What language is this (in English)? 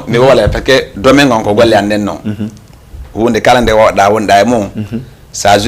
Fula